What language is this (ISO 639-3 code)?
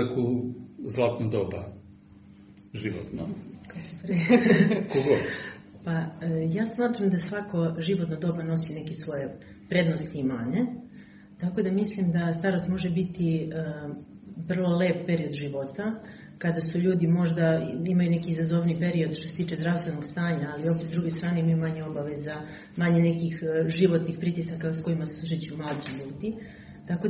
srp